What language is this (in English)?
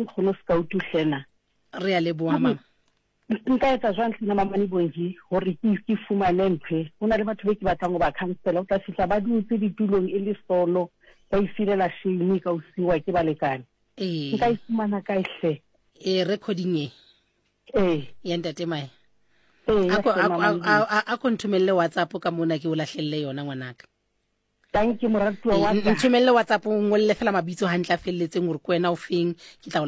Southern Sotho